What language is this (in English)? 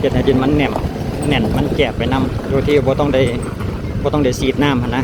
Lao